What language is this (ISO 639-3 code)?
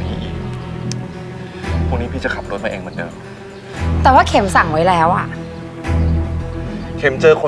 tha